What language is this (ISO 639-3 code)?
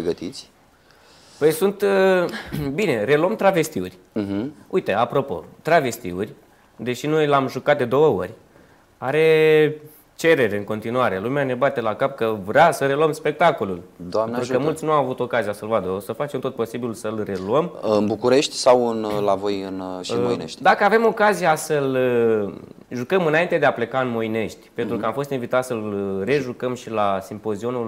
ron